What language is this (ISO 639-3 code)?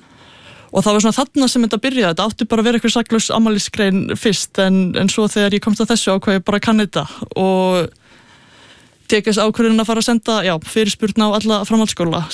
isl